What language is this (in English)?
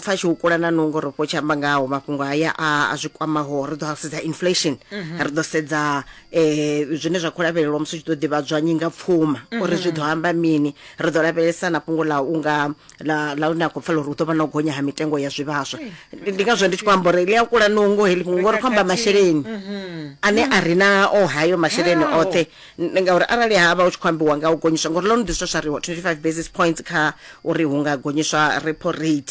Venda